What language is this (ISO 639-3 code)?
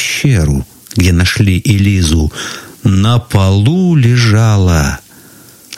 rus